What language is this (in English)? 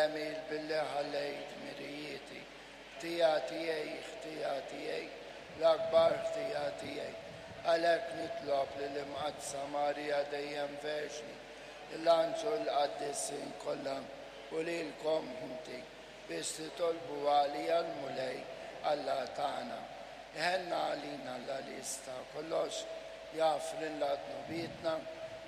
Maltese